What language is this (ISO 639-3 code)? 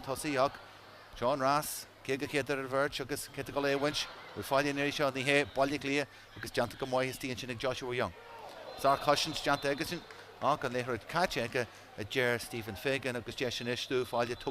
gle